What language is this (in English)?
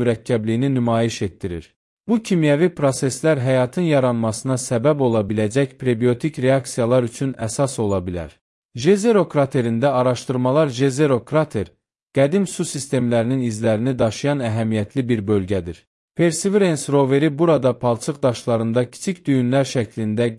Azerbaijani